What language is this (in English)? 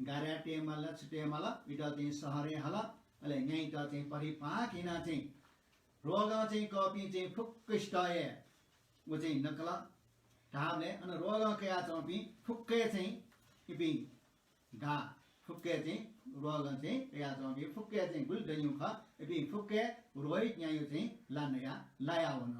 Newari